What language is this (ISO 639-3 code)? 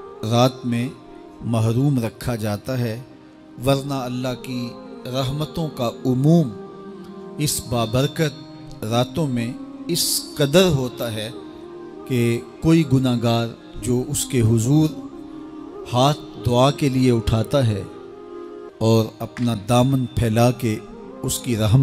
urd